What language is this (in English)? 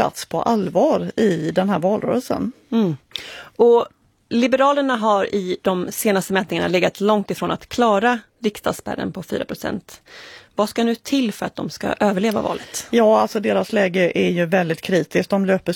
Swedish